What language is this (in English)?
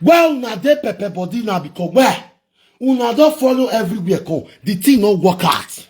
Nigerian Pidgin